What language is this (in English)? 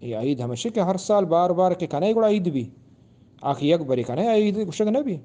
Eastern Balochi